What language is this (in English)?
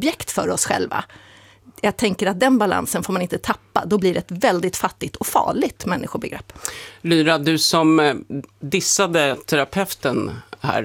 Swedish